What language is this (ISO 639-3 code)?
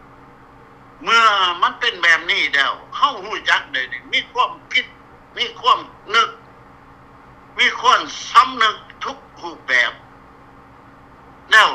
lao